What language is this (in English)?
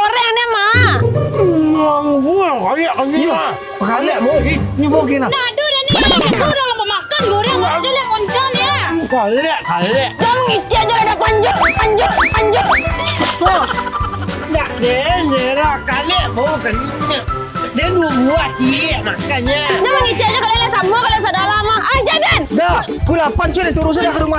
Minangkabau